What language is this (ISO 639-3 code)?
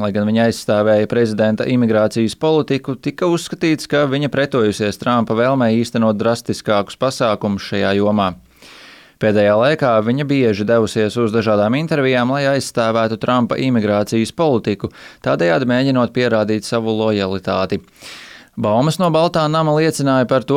lav